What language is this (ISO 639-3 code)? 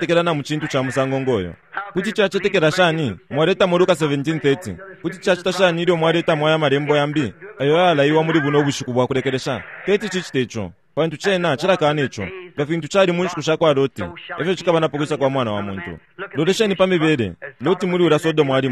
bem